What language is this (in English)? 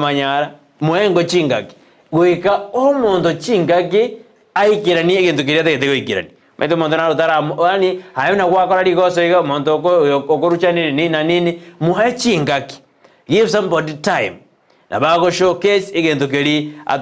Gusii